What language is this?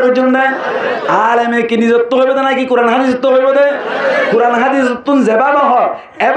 Rohingya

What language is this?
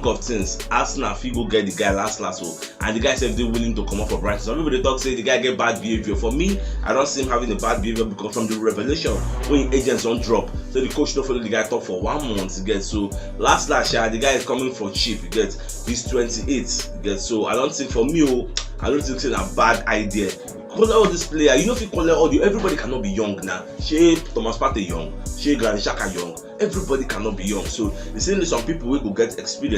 Nigerian Pidgin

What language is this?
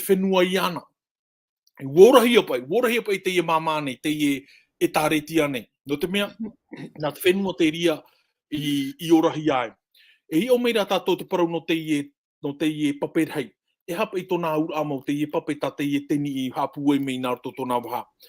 Tahitian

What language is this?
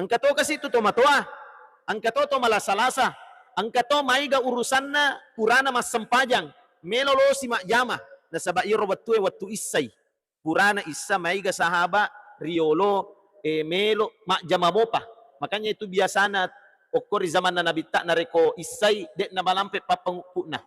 Buginese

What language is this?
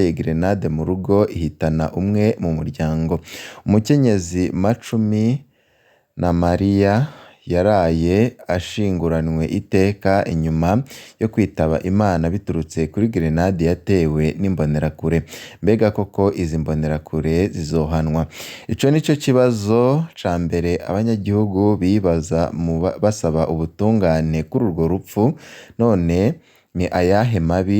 Rundi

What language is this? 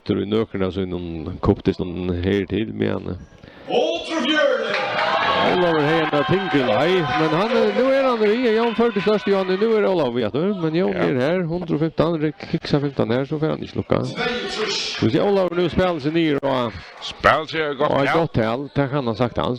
Faroese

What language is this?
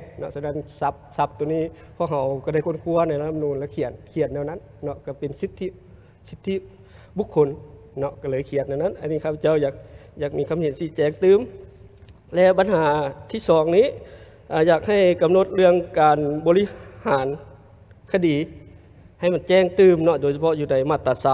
Lao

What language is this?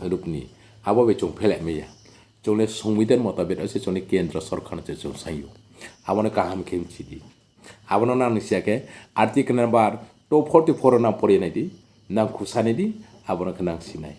Riang (India)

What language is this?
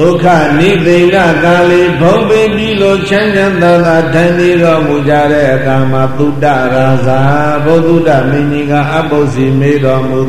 Burmese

